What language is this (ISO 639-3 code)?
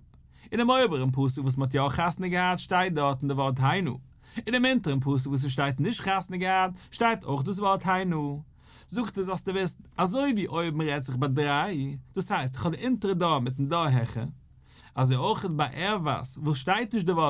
yid